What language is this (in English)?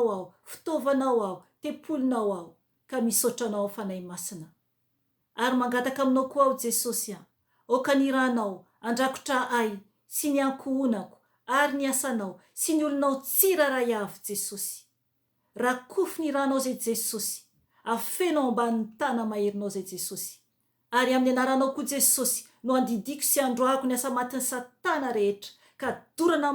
Malagasy